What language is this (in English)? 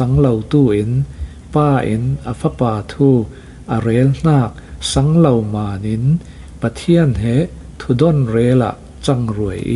Falam Chin